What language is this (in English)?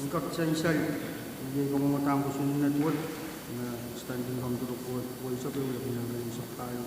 Pohnpeian